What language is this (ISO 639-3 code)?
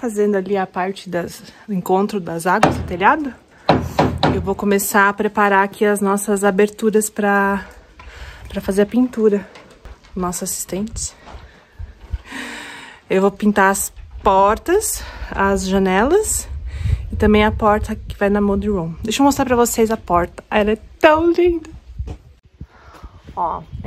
por